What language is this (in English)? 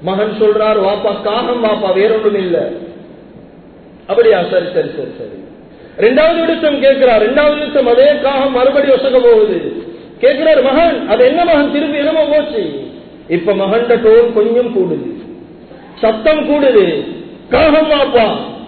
Tamil